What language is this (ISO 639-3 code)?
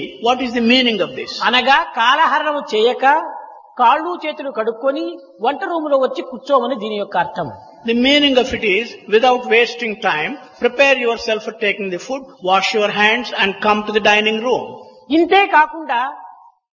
tel